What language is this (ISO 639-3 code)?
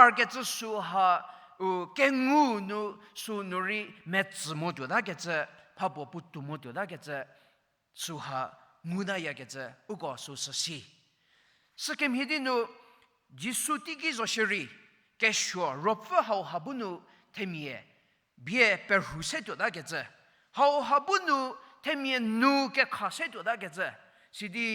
njm